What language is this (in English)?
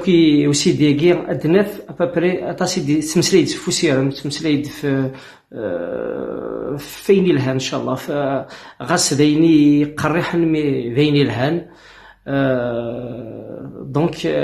Kabyle